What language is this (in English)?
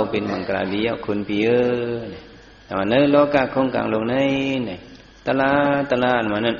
Shan